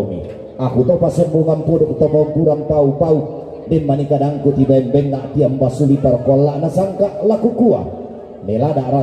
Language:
Toraja-Sa'dan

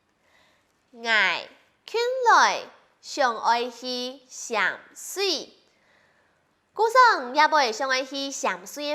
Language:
Hakka Chinese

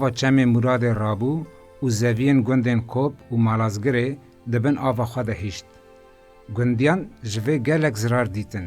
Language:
Kurdish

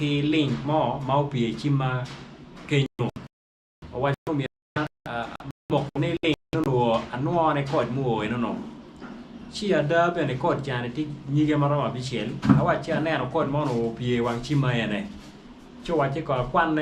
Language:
Acoli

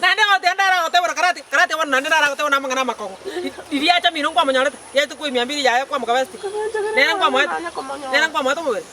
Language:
Gusii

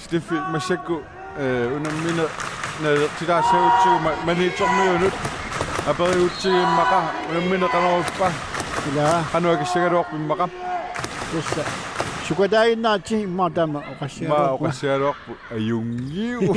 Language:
Kalaallisut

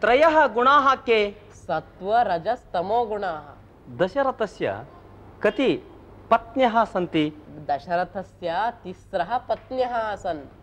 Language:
Sanskrit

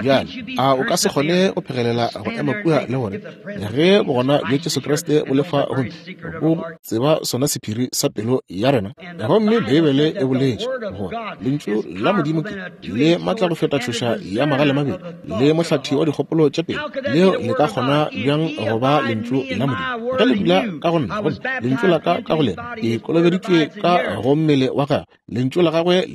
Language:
Northern Sotho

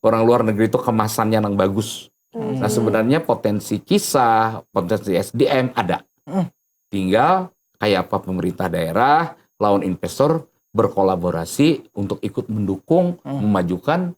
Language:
Banjar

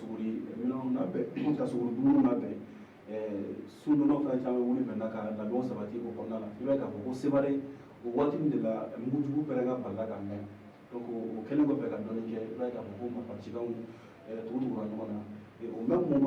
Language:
Bambara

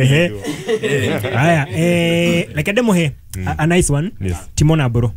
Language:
Kikuyu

